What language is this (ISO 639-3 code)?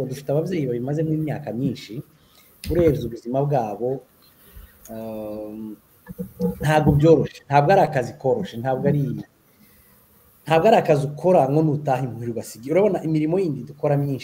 kin